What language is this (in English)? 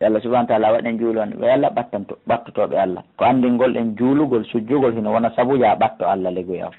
Fula